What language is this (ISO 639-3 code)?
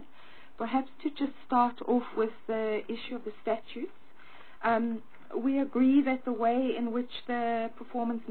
eng